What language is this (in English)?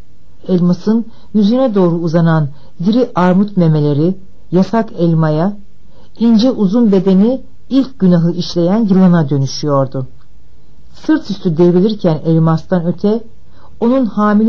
Turkish